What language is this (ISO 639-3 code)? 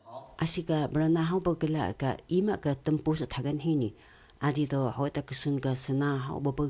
trv